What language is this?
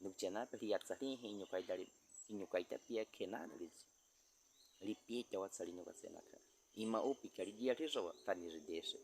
Baniwa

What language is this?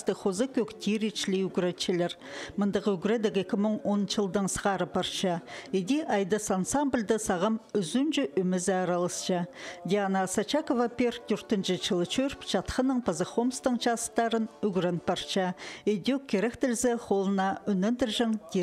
Khakas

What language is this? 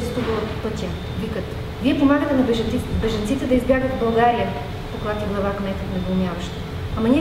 Bulgarian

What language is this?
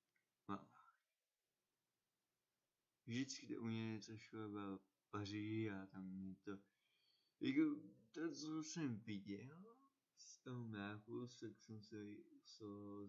Czech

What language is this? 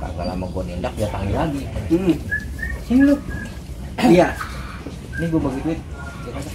Betawi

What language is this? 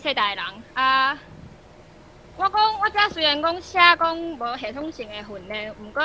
Min Nan Chinese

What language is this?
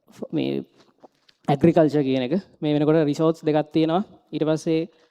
Sinhala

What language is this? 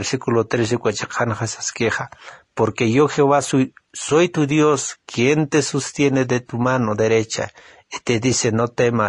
Aymara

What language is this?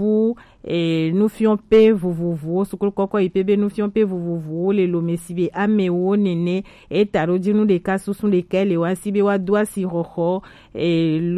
Gen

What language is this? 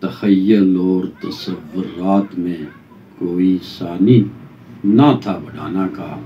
Gujari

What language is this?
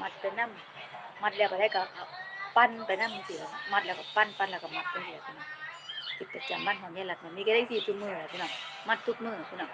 Northeastern Thai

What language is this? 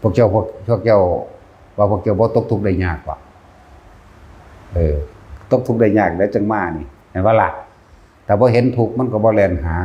Northeastern Thai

